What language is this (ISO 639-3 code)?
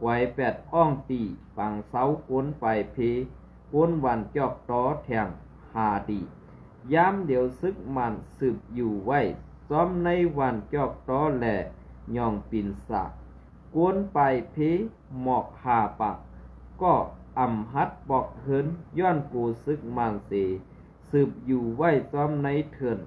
shn